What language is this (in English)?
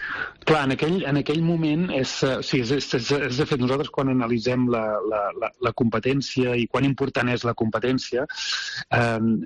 Catalan